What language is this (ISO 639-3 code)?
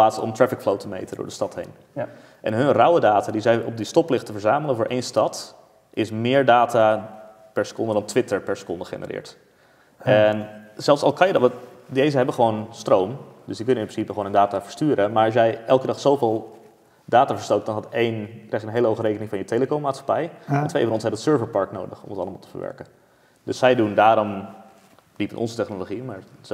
nld